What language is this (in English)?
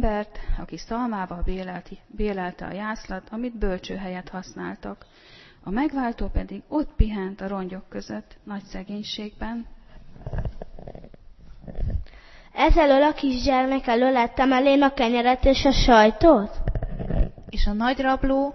Hungarian